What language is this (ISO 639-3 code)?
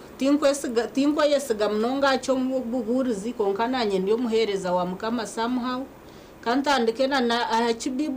nyn